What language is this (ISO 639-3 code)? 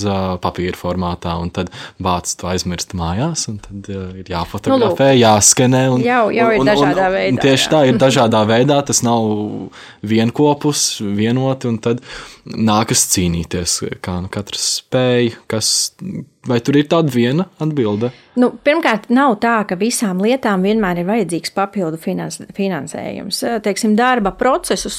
lav